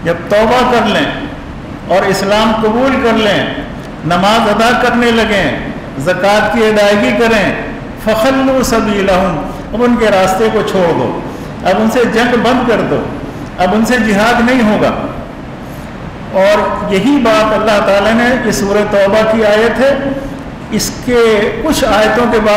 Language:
Urdu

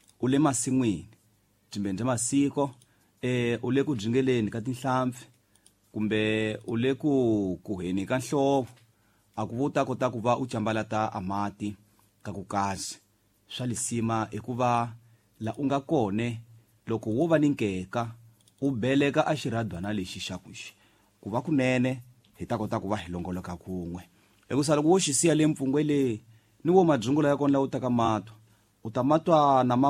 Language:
Tsonga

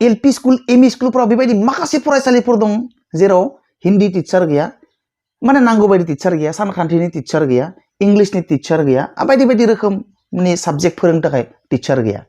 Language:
Bodo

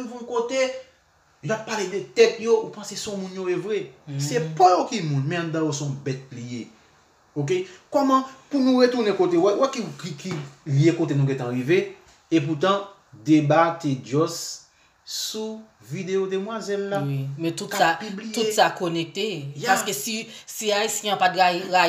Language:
Haitian Creole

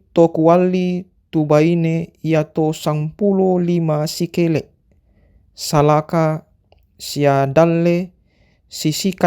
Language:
Toraja-Sa'dan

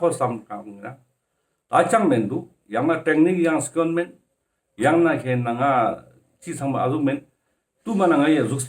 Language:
Ladakhi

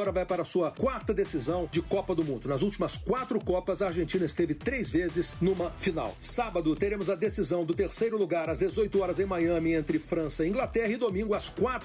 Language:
Portuguese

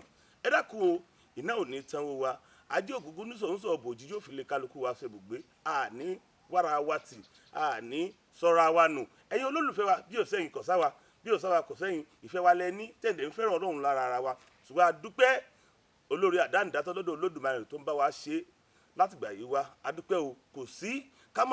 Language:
Yoruba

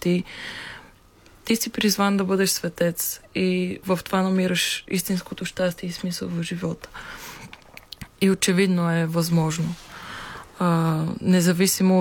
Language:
Bulgarian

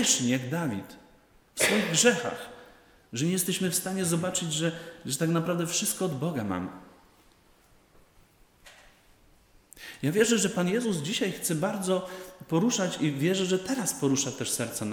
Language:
Polish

